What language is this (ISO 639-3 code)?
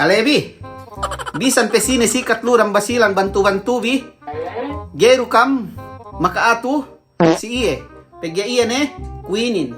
yka